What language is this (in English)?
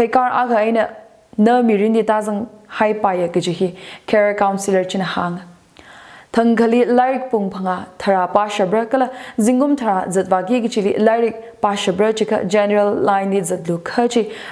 Tangkhul Naga (India)